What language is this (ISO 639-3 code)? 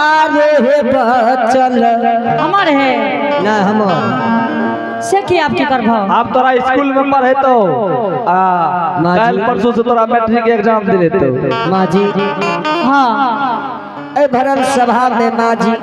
anp